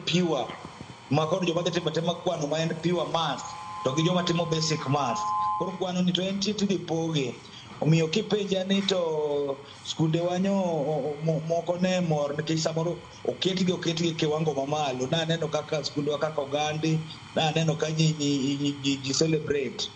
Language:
Luo (Kenya and Tanzania)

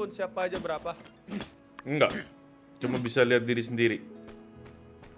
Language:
Indonesian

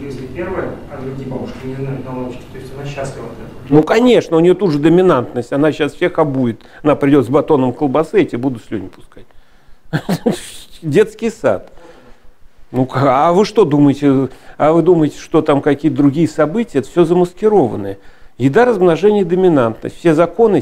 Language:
Russian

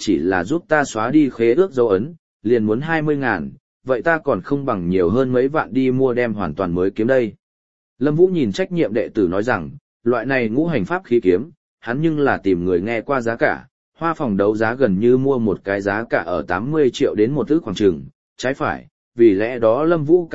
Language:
Vietnamese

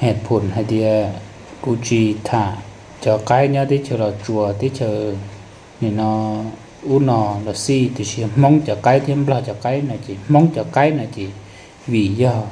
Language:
Hmong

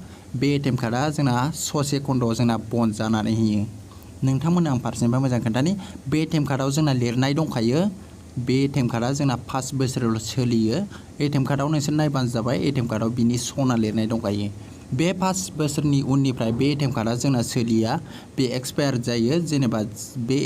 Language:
Bodo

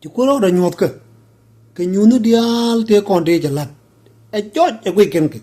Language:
Nuer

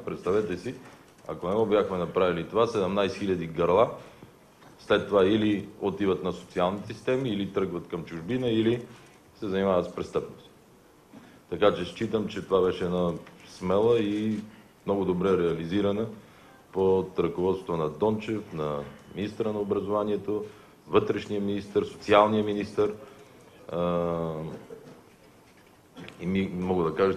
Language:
Bulgarian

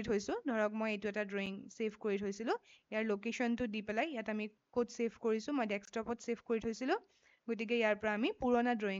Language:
Assamese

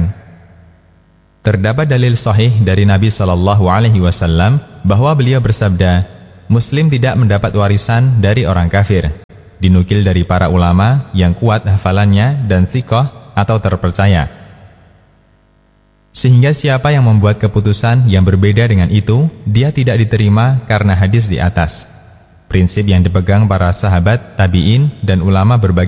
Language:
Indonesian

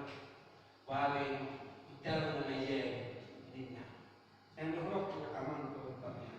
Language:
Batak Toba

